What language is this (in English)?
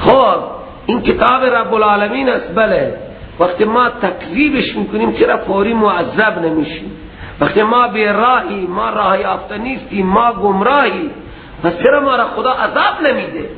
Persian